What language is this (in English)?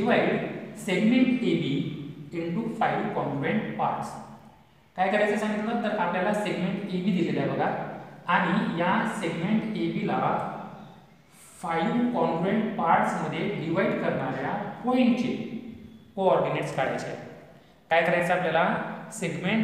Marathi